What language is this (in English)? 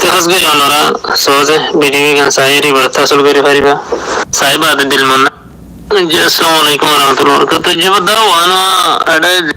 Rohingya